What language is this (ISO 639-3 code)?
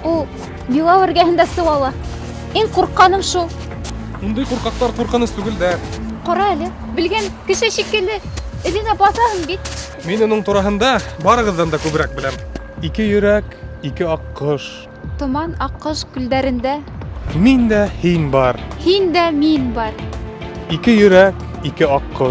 bak